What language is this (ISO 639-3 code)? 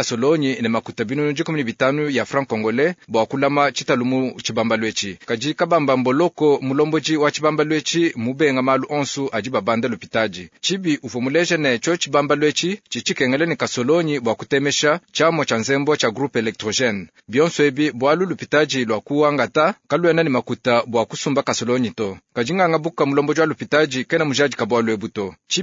lua